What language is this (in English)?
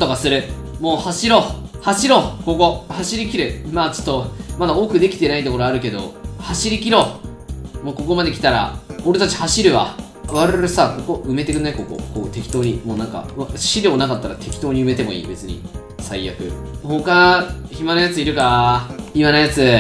Japanese